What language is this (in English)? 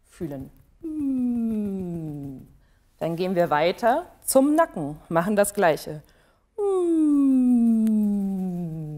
German